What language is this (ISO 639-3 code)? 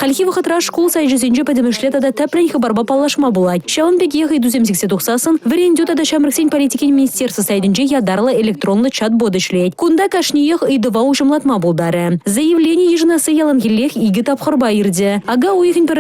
chv